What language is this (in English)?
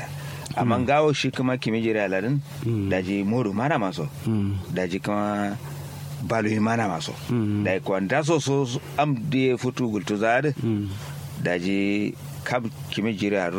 Kanuri